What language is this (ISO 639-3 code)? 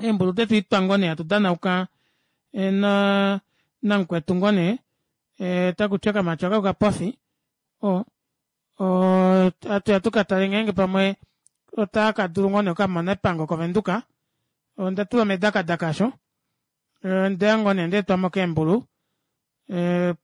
kua